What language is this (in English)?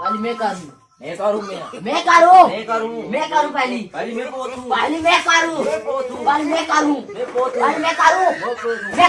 Chhattisgarhi